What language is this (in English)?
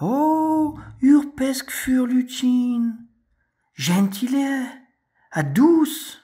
Breton